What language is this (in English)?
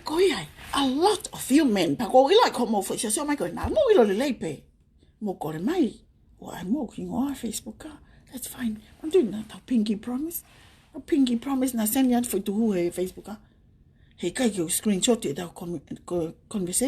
Tongan